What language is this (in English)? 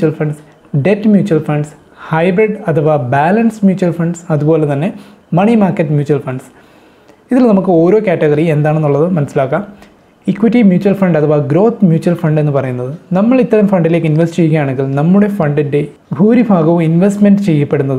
Malayalam